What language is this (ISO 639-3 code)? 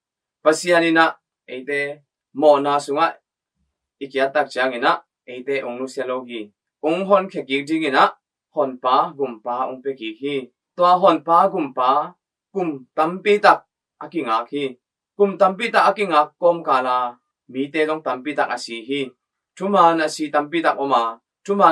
ctd